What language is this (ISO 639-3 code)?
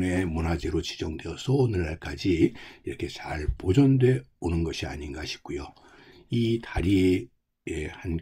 kor